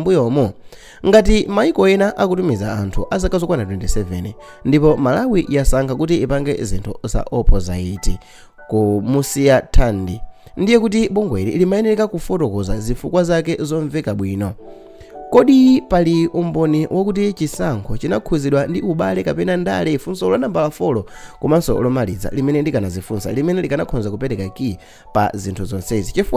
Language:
Nyanja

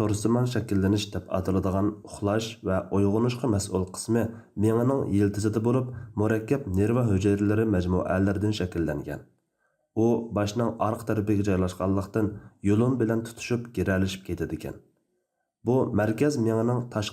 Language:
Uyghur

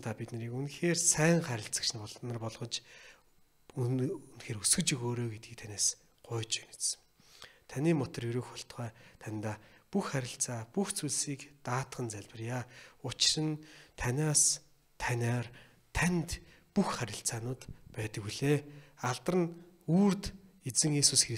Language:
Mongolian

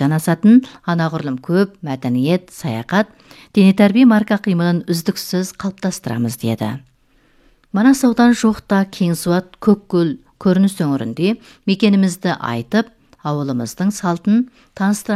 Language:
Kazakh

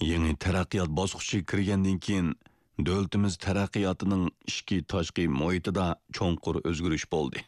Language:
Uyghur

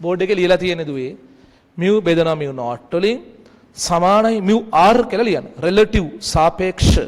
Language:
Sinhala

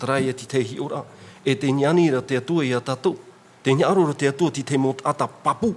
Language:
Tahitian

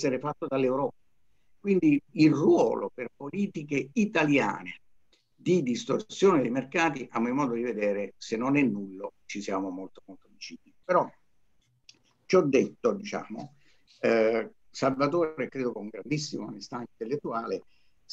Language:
Italian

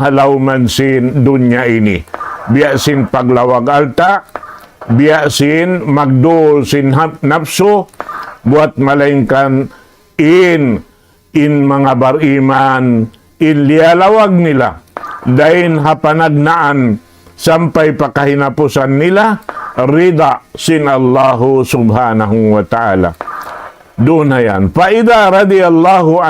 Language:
Tausug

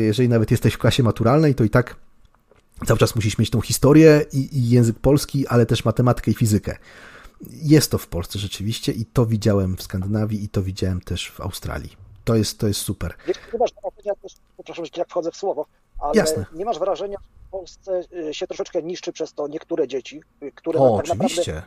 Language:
Polish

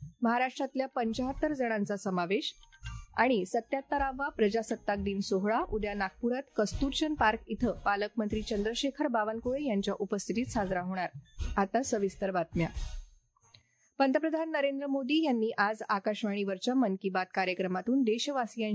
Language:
Marathi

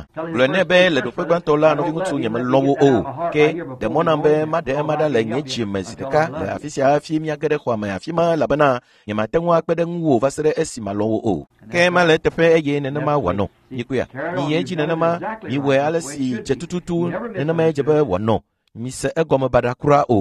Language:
Ewe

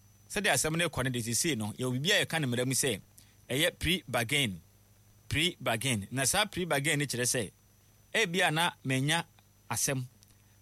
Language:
Akan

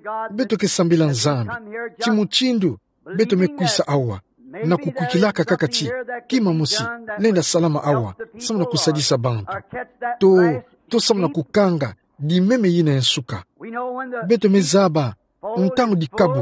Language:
Kituba (Democratic Republic of Congo)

